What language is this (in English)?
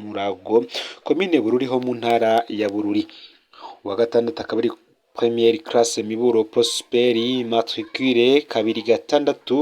Rundi